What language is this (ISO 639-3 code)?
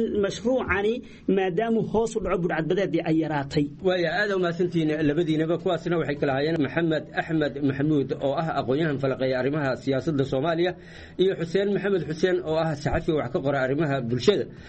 som